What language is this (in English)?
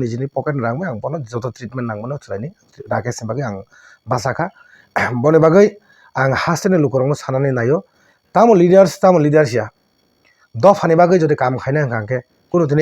Kok Borok